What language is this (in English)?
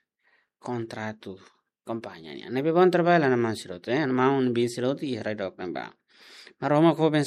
Tetum